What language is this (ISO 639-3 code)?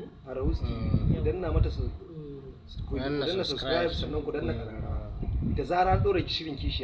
hau